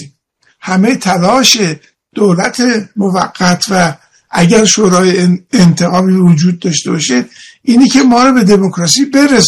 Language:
Persian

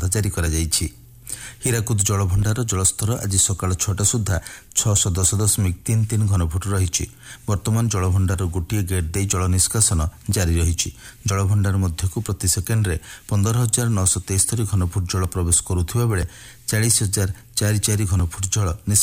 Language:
Odia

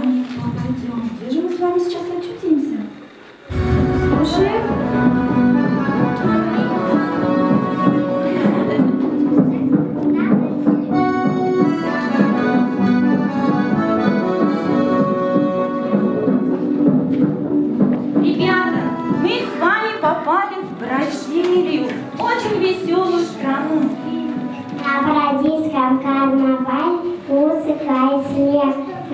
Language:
Russian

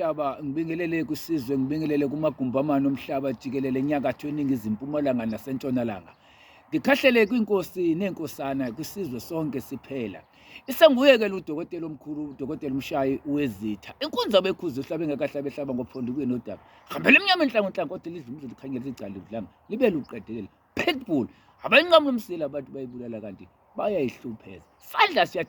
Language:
Zulu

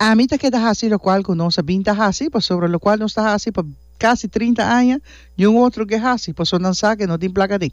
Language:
Papiamento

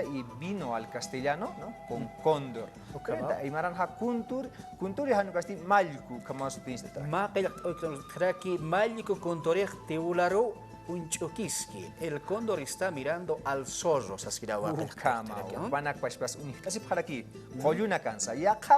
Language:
Aymara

